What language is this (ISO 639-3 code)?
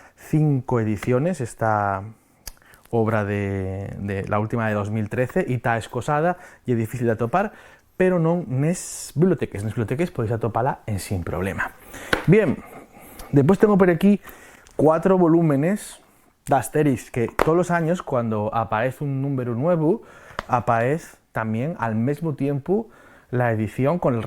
ast